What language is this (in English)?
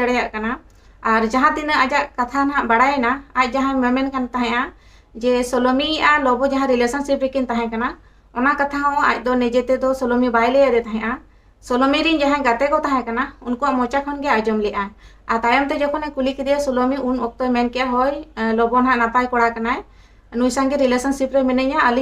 Santali